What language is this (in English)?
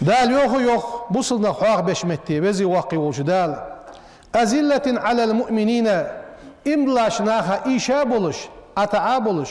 Ingush